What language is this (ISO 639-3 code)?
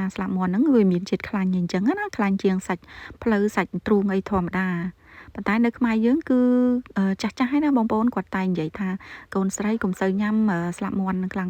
khm